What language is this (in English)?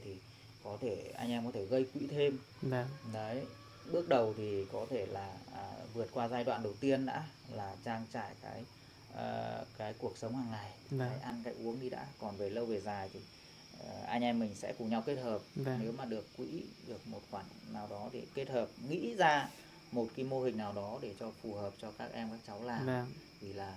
Vietnamese